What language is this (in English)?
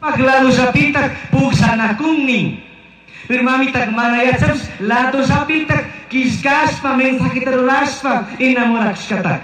Chimborazo Highland Quichua